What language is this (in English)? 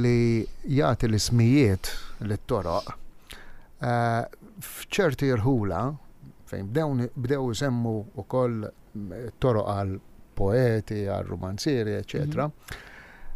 Maltese